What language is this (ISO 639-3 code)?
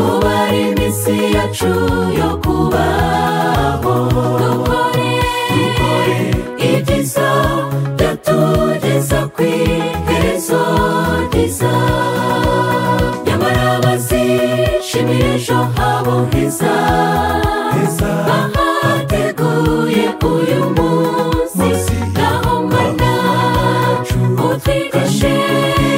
kin